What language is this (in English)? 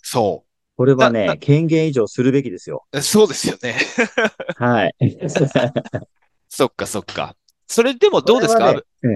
Japanese